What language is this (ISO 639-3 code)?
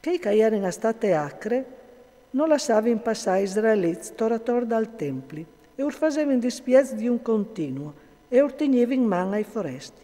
fur